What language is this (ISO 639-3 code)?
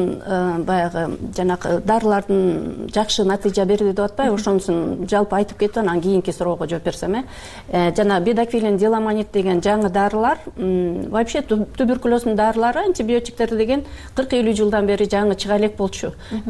kir